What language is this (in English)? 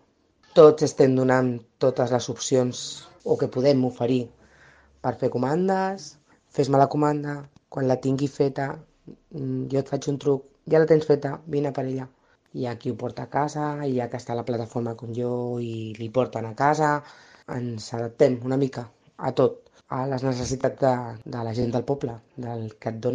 Catalan